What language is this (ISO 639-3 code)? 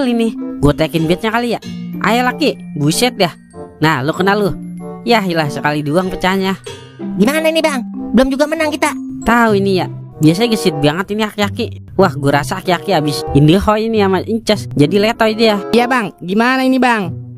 bew